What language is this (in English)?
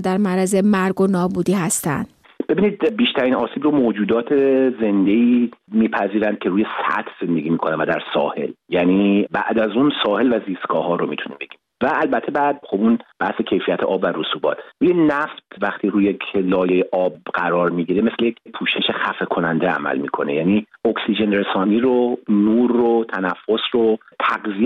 Persian